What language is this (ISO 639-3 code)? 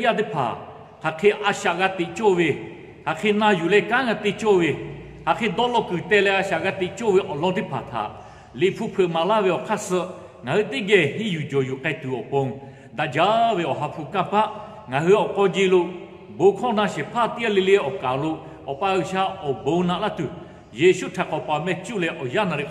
lhu